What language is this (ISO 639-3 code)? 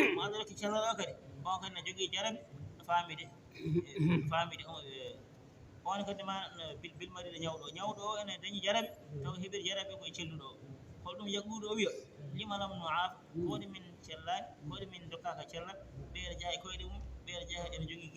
ful